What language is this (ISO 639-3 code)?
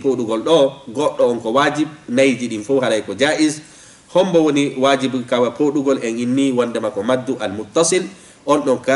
ful